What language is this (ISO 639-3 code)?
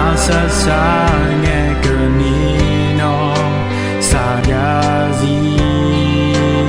ahk